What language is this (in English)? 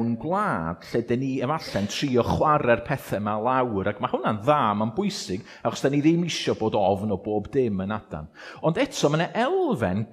Welsh